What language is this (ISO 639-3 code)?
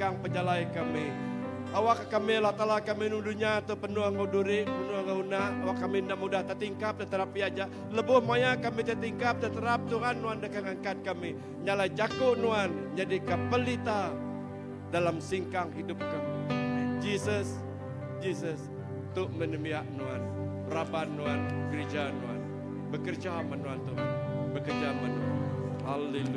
iba